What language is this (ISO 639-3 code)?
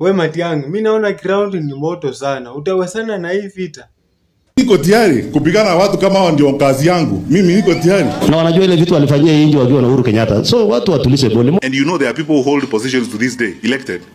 swa